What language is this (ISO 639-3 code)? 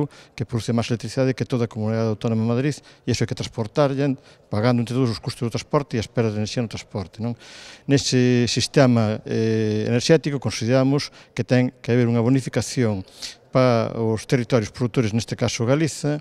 glg